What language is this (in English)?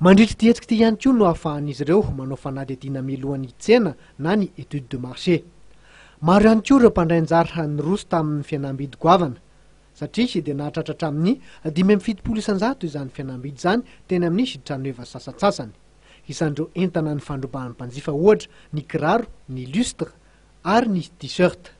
Malagasy